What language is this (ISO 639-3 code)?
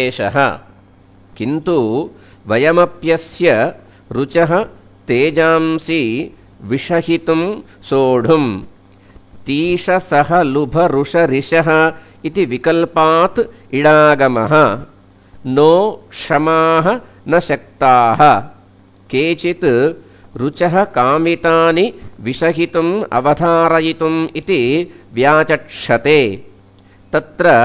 san